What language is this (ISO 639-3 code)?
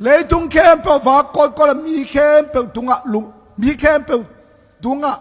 ctd